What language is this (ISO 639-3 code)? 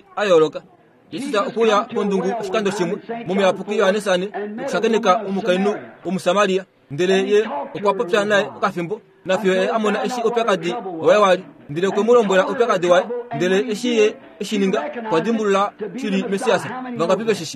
kua